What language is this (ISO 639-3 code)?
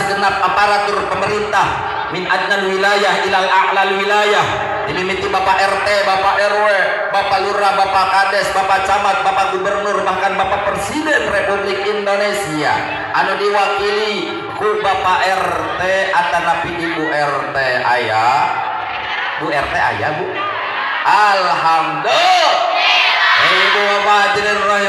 sun